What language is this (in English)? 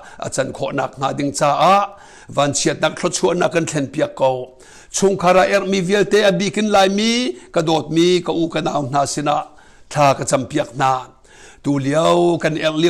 Hakha Chin